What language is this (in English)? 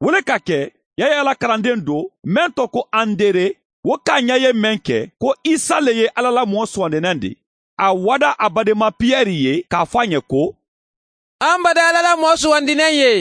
Mandingo